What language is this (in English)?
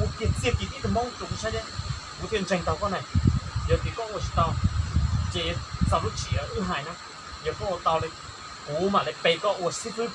Hmong